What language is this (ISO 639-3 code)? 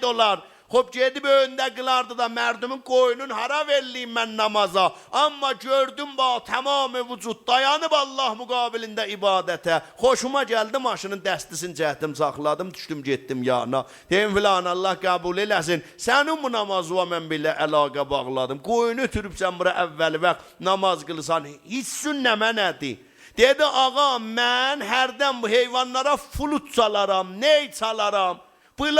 azb